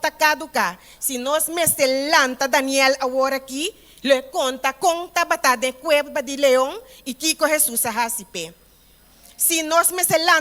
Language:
Papiamento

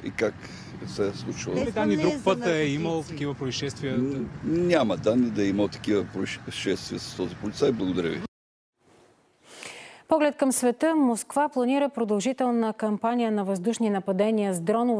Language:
Bulgarian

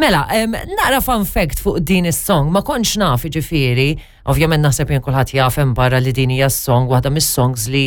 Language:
Maltese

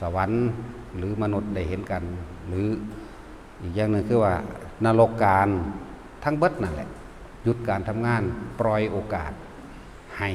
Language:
Northeastern Thai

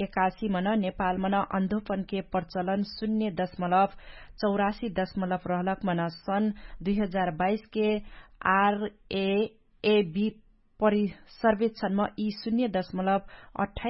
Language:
Dangaura Tharu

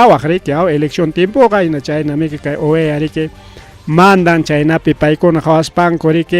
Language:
Ayacucho Quechua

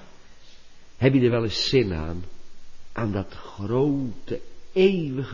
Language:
Dutch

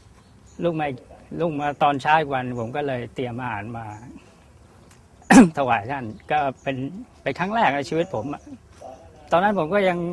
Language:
Thai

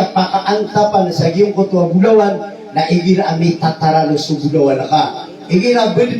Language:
Maranao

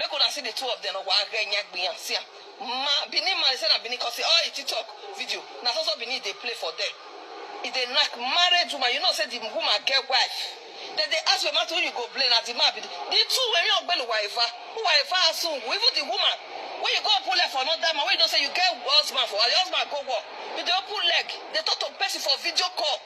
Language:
Nigerian Pidgin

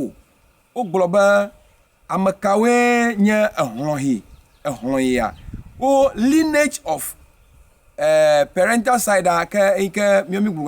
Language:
Ewe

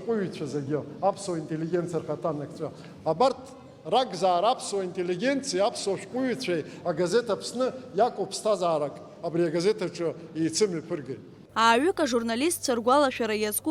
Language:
Abkhazian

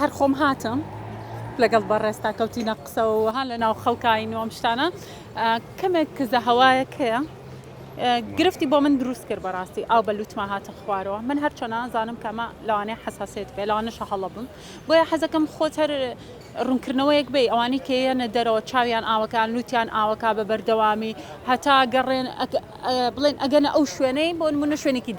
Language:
Central Kurdish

